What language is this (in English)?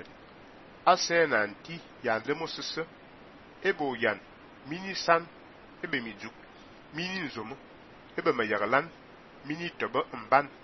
Fang